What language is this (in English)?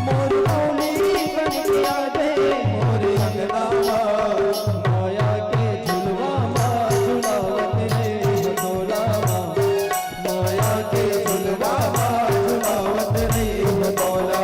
Chhattisgarhi